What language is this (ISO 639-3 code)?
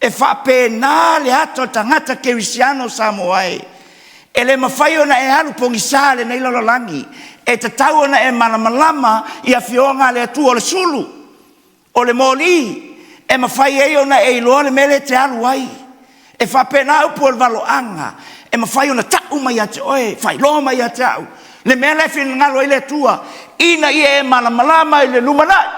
smo